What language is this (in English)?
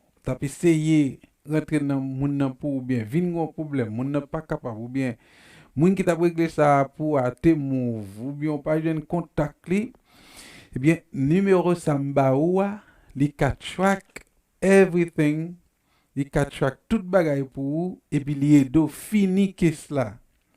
Haitian Creole